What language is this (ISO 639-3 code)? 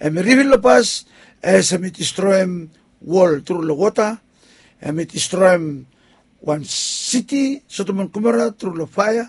bis